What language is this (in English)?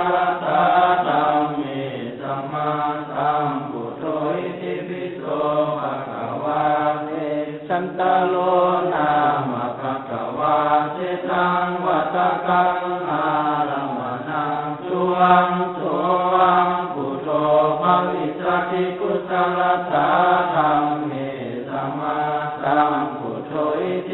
Pali